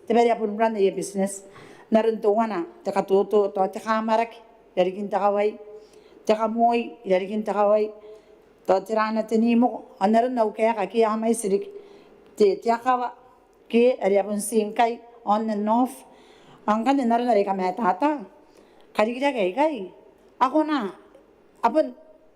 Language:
Gilbertese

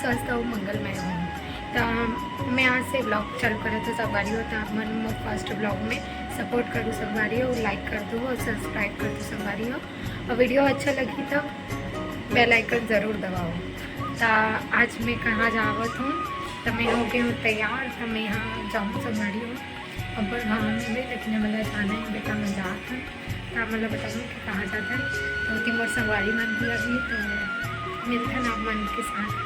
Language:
Chhattisgarhi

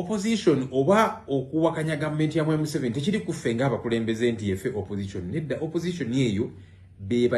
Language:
Ganda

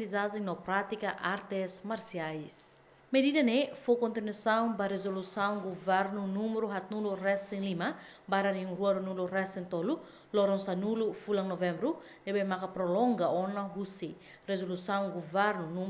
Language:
Tetum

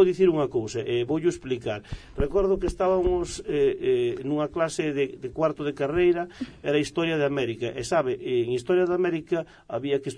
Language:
Galician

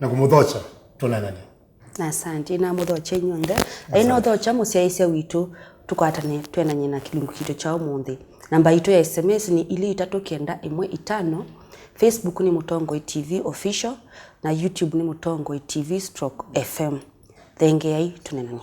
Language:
Kamba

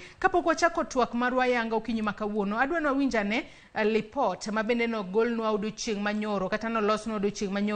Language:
Luo (Kenya and Tanzania)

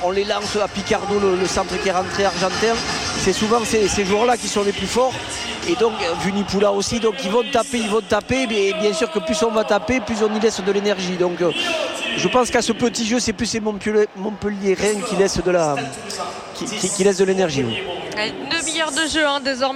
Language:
French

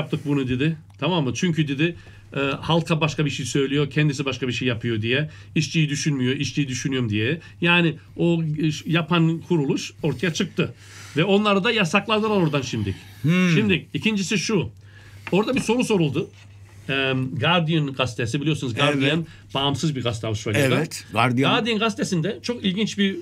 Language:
Turkish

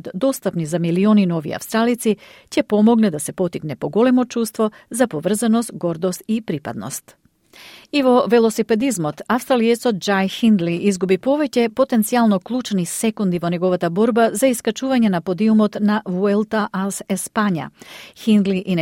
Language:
Macedonian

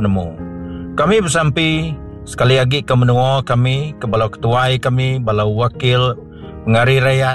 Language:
Iban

